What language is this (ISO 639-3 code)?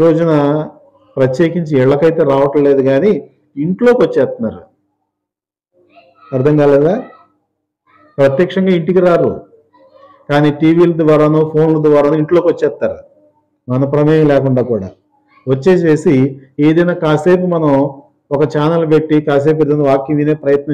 tel